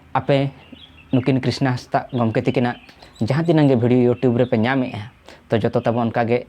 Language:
Santali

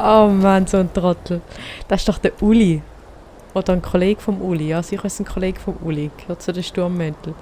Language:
Swiss German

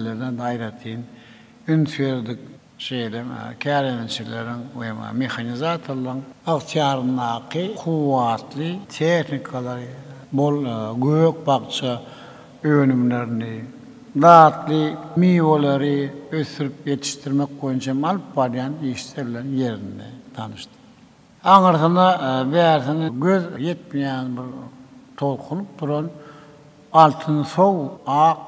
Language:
Turkmen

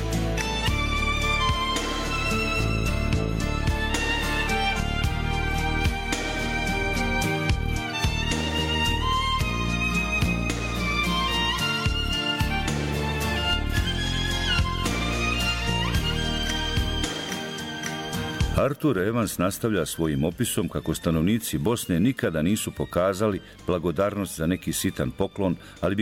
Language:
Bosnian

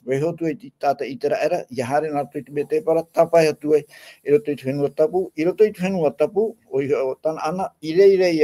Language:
Tahitian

